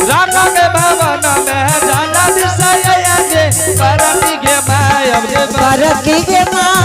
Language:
Angika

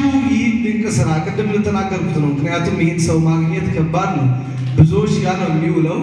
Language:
Amharic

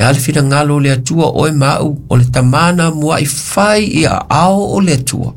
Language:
Samoan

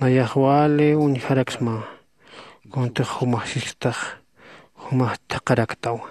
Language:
Aymara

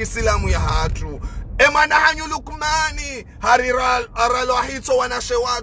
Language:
Ngazidja Comorian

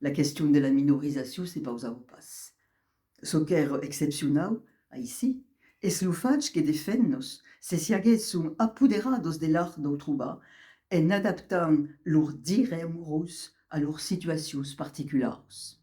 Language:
Occitan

